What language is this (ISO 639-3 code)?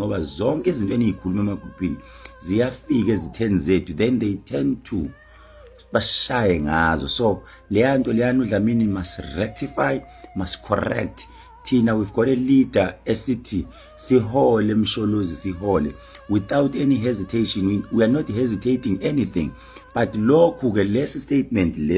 zul